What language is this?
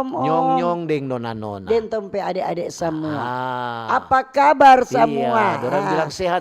Manado Malay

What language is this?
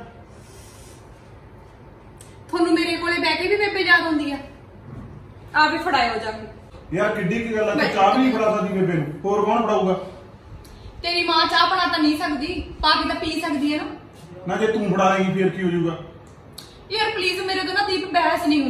Punjabi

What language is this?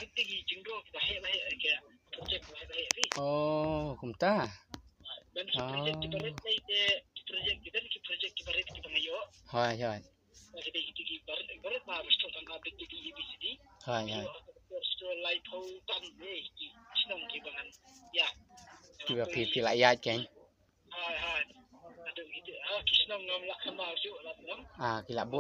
Khasi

